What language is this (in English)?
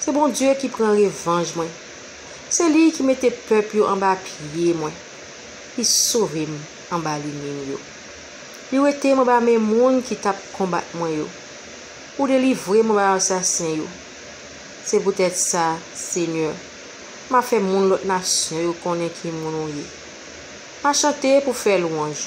Haitian Creole